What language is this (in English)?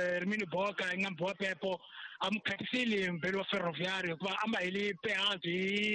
Tsonga